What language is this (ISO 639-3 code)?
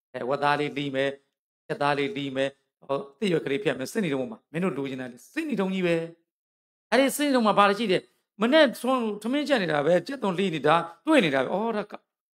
mya